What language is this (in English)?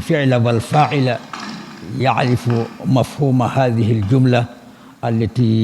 Fula